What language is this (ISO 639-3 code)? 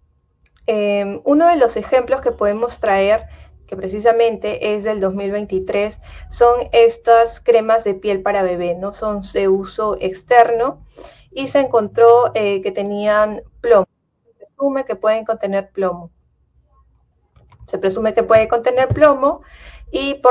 spa